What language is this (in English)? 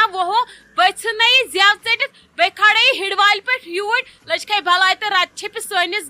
Kashmiri